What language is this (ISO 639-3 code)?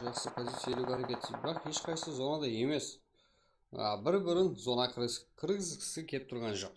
kaa